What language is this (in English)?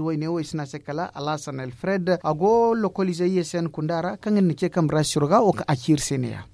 Zarma